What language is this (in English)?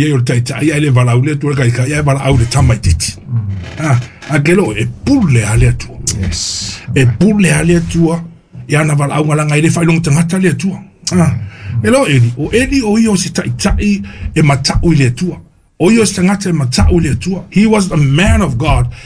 Samoan